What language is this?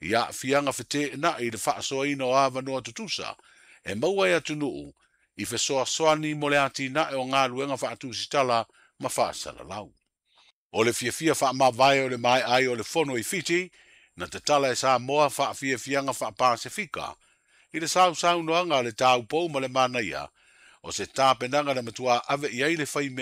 Samoan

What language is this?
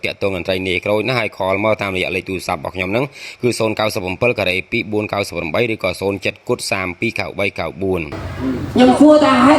Khmer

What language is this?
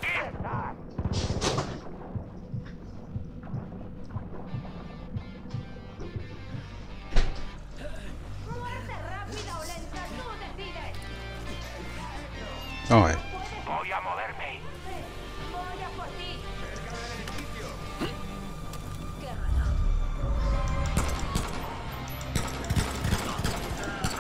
Spanish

